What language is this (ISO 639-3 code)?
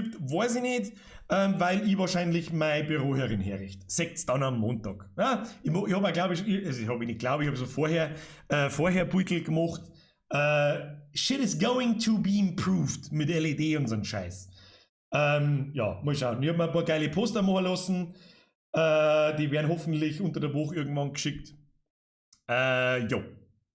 bar